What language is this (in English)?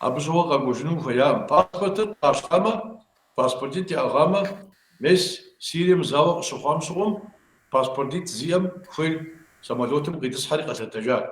Kabardian